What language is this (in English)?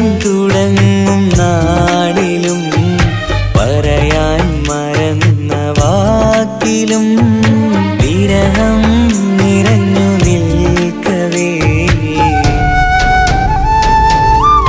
Malayalam